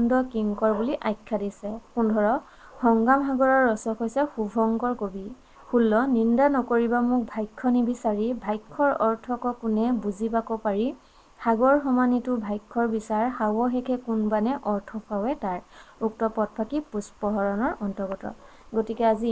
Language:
Assamese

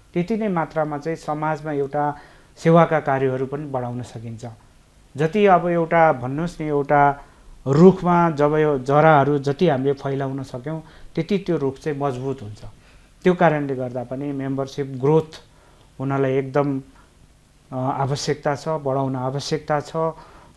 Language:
Nepali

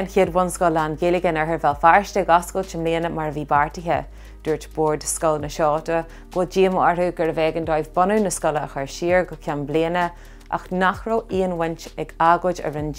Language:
Irish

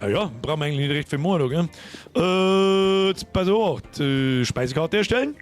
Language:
Bavarian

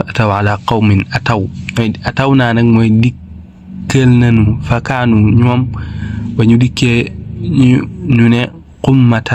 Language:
Wolof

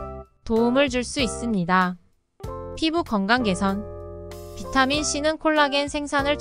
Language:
Korean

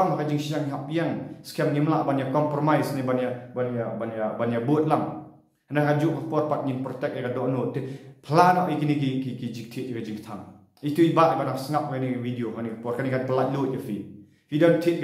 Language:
Khasi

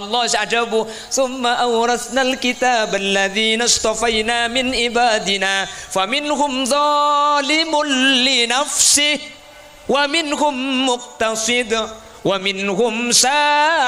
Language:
Madurese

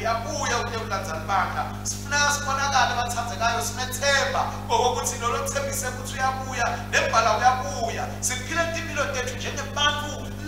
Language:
Swati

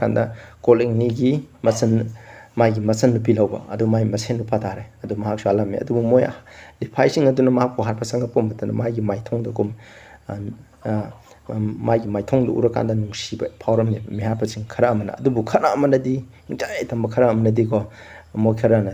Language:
Manipuri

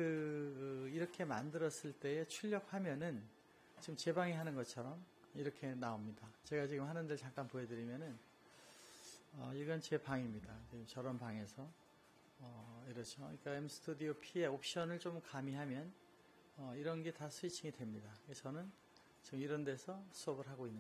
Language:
Korean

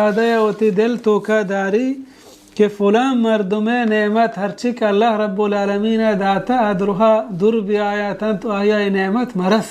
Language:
Baluchi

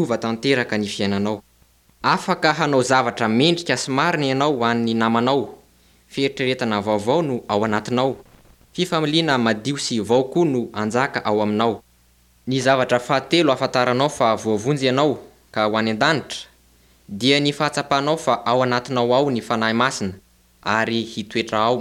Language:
Malagasy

